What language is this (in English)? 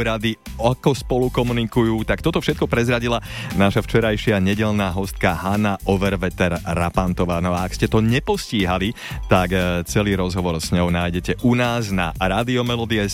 Slovak